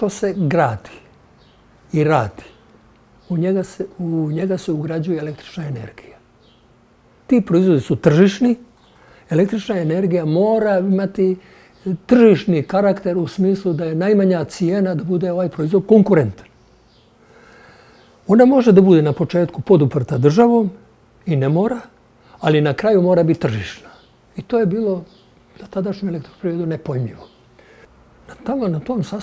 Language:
Bosnian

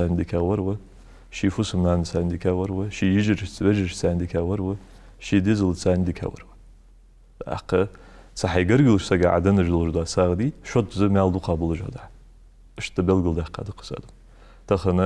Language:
Ingush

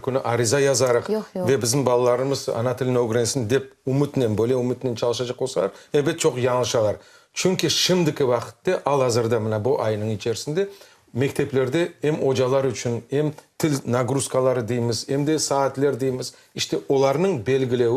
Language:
Crimean Tatar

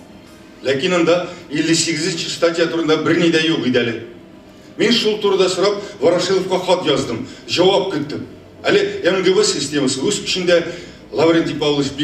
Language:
Tatar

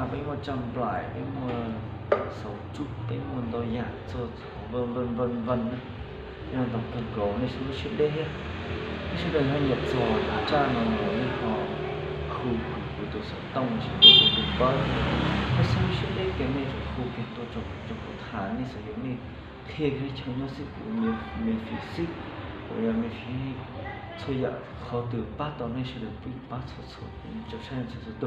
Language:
Hmong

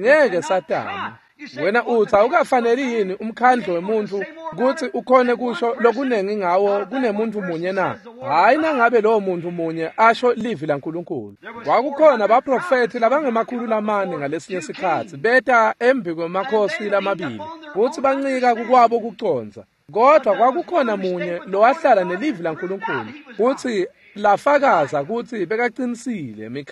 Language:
Swati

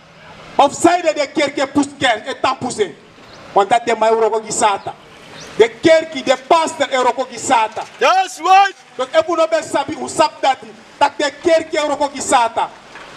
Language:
Sranan Tongo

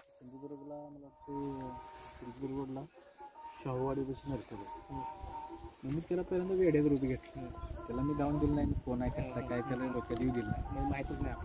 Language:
Marathi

